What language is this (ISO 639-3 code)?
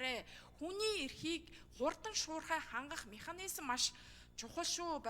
mon